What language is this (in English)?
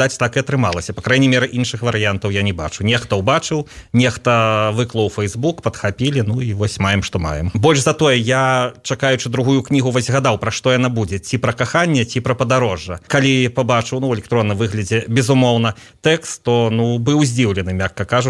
Belarusian